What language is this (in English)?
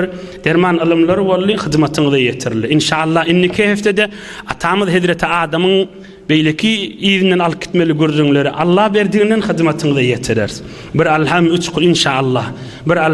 Turkmen